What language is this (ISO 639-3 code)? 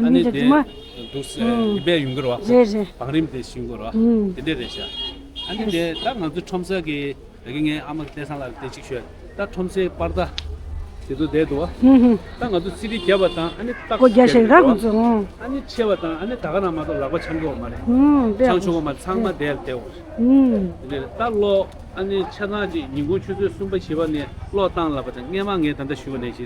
bod